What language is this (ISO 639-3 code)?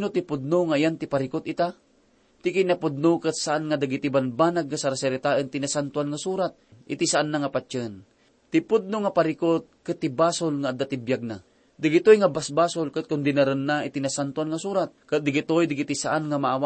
ilo